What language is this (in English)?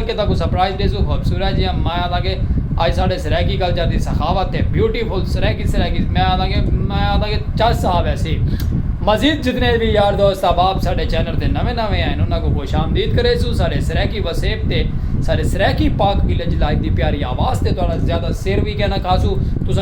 Saraiki